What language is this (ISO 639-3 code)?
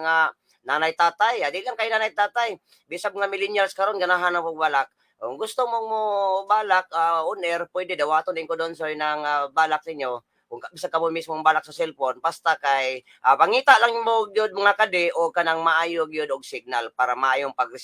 ceb